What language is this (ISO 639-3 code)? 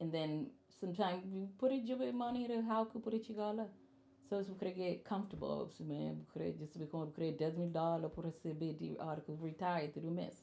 kea